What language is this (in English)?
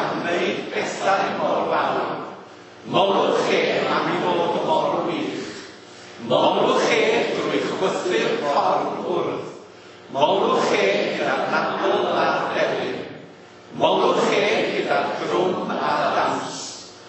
Welsh